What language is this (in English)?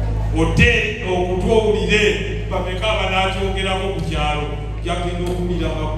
Ganda